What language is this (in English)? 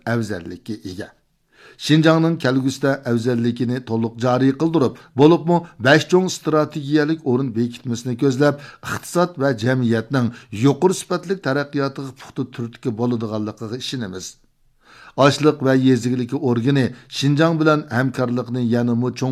Uyghur